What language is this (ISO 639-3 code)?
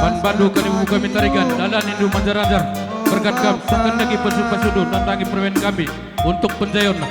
btx